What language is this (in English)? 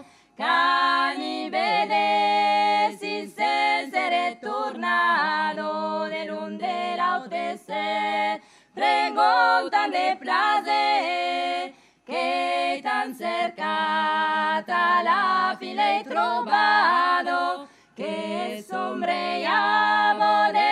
Occitan